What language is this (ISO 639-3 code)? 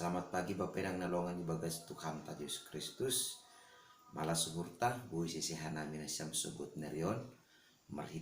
bts